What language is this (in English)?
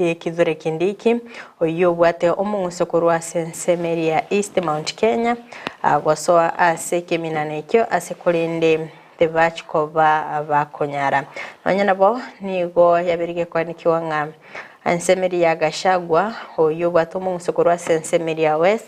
Gusii